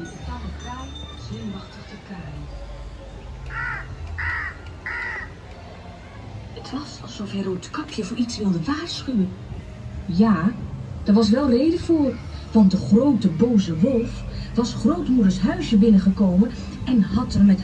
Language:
Dutch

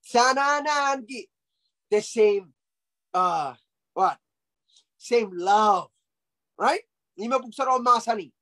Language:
Pohnpeian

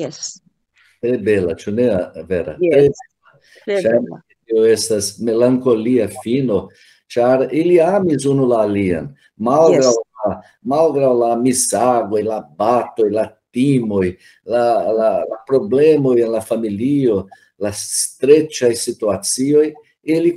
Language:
Esperanto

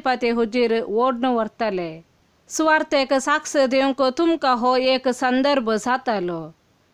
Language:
Konkani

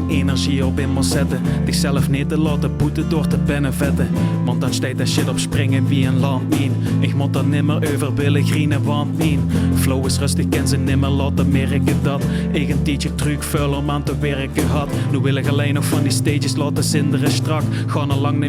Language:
Limburgish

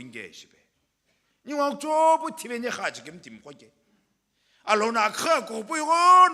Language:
Sumi Naga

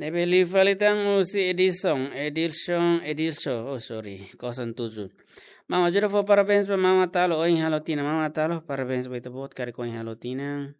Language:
Tetum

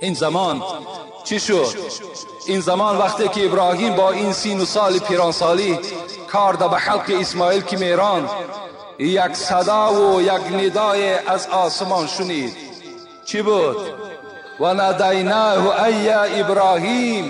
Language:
Tajik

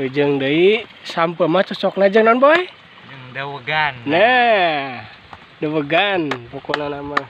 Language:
Sundanese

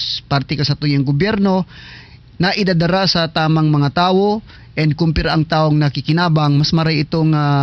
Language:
Bikol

